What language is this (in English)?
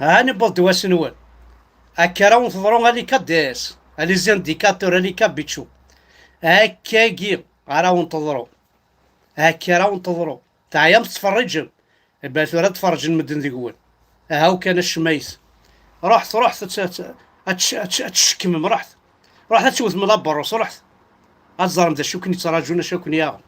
Kabyle